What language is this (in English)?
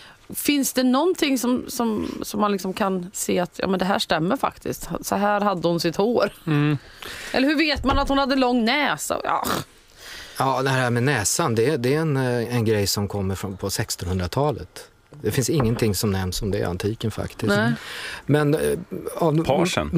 Swedish